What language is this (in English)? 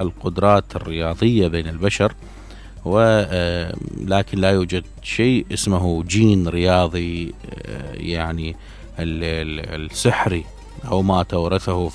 Mesopotamian Arabic